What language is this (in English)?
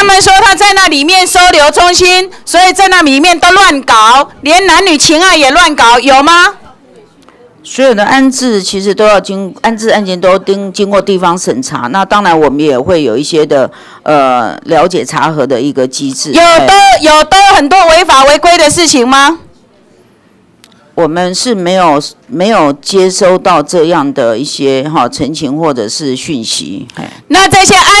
Chinese